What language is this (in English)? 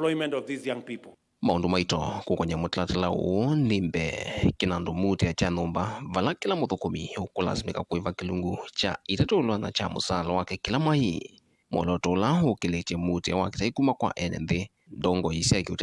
Kamba